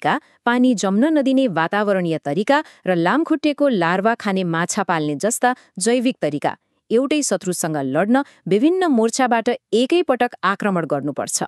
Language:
Nepali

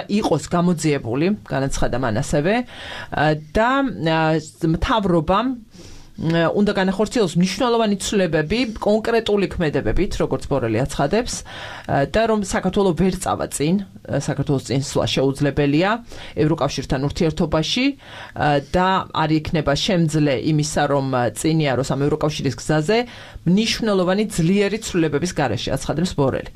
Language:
Georgian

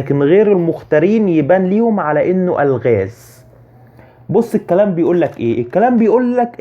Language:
Egyptian Arabic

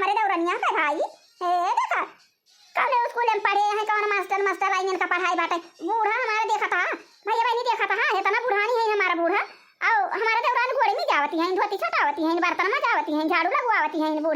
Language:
Awadhi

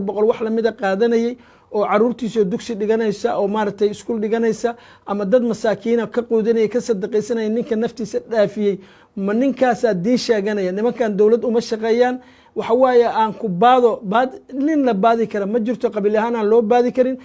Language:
Somali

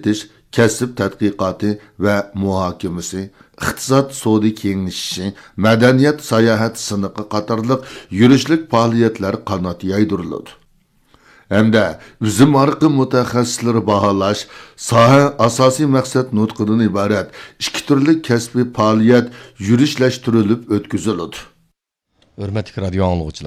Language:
Uyghur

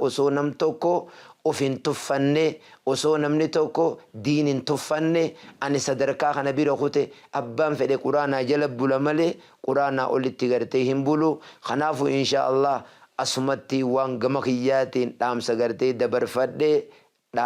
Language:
Oromo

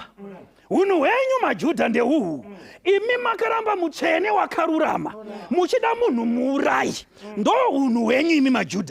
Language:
Shona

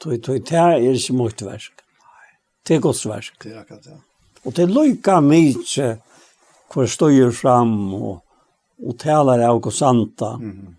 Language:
Faroese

